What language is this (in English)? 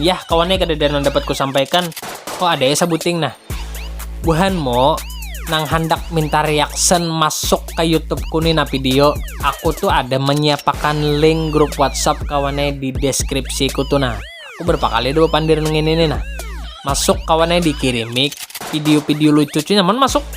Banjar